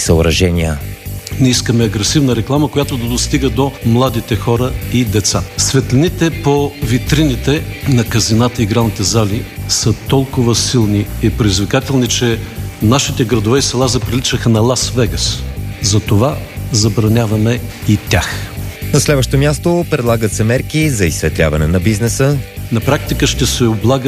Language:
Bulgarian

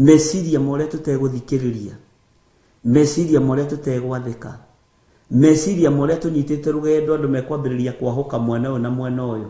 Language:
Kikuyu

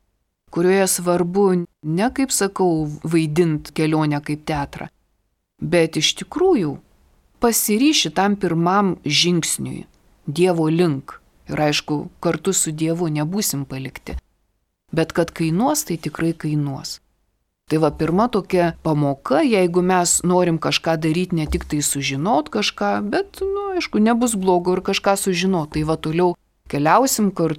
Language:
Lithuanian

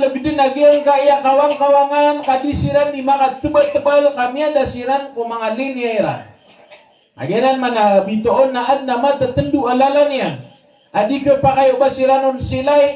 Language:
Maranao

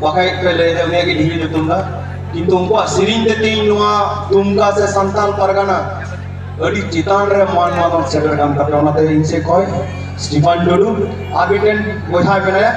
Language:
Santali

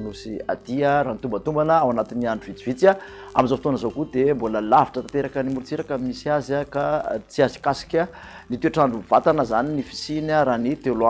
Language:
Malagasy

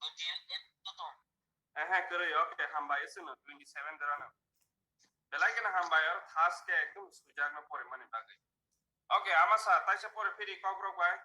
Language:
Kok Borok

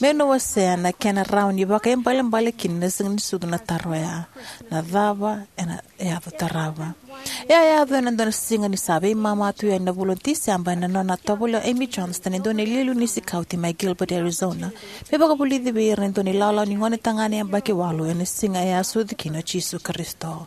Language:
Fijian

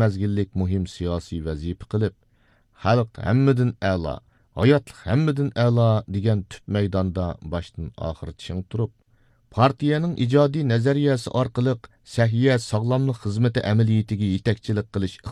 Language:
Uyghur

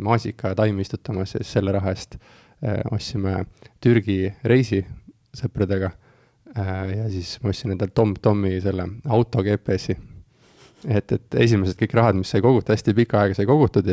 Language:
Estonian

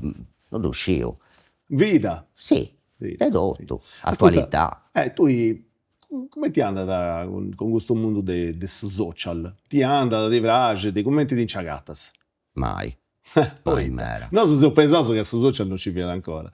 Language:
Sardinian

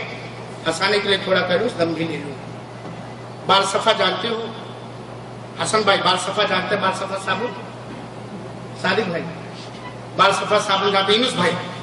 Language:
Urdu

